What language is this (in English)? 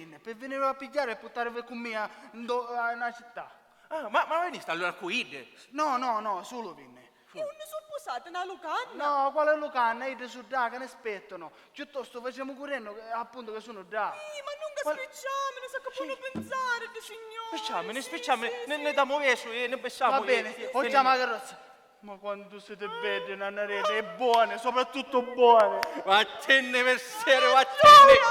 Sicilian